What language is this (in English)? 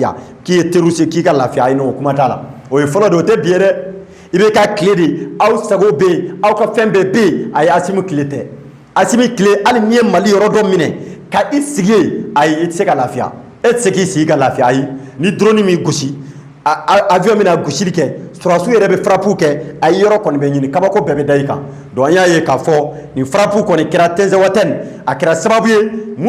Bambara